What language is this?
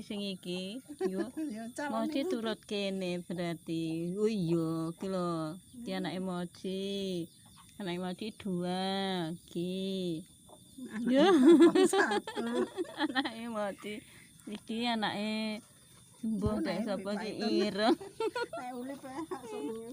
Javanese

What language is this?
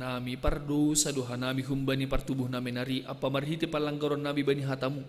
Batak Simalungun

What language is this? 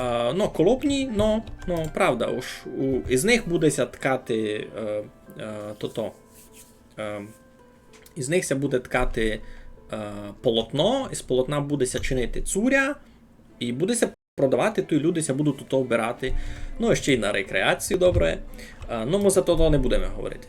Rusyn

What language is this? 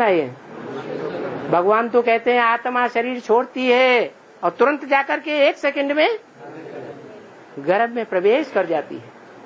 Hindi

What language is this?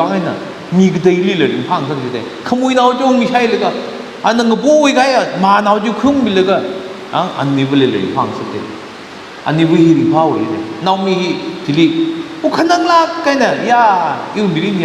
Tangkhul Naga (India)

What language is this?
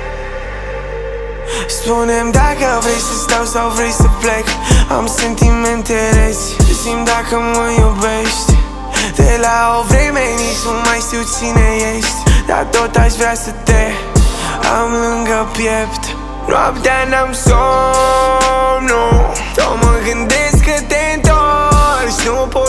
Romanian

